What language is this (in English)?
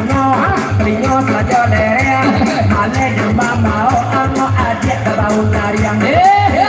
Minangkabau